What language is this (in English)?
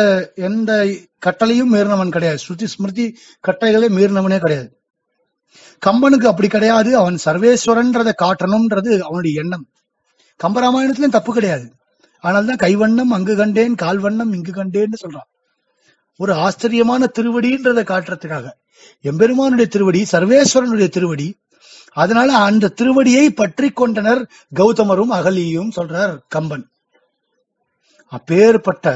Tamil